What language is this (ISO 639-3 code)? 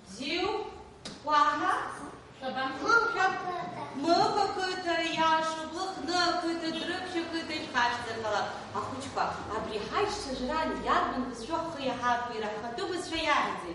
abk